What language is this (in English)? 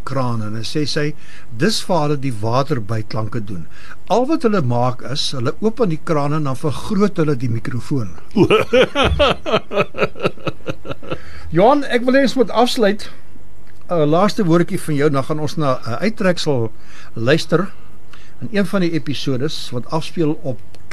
Afrikaans